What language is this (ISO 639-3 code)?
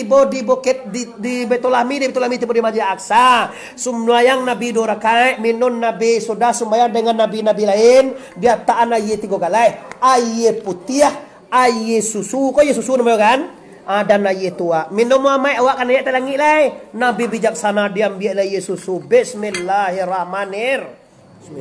min